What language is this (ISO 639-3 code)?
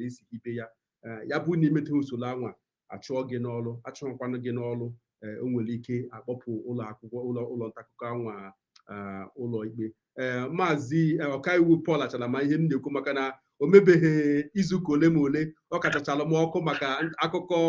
ibo